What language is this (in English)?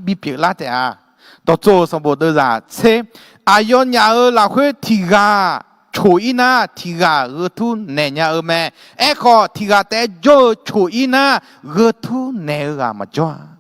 Akha